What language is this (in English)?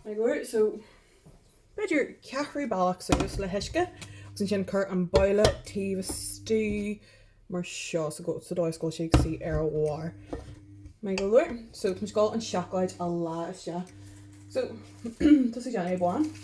Irish